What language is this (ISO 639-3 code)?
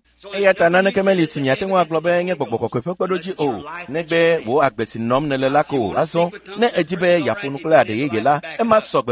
ewe